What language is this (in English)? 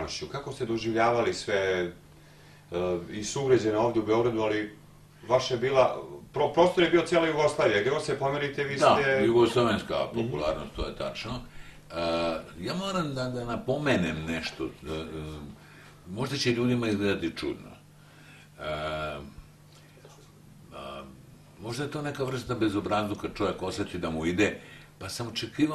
Serbian